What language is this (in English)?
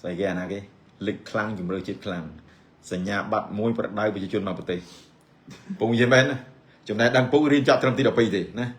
Khmer